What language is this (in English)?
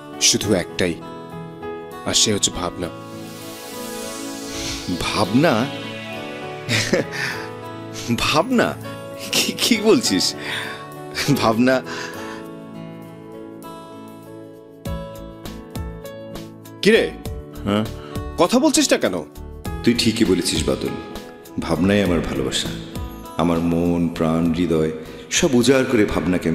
Bangla